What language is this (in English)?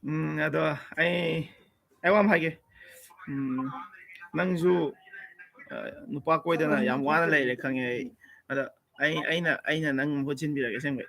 Manipuri